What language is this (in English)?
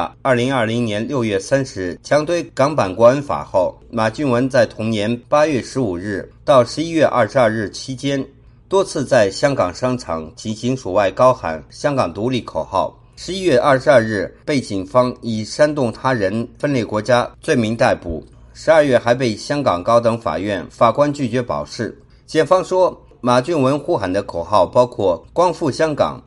Chinese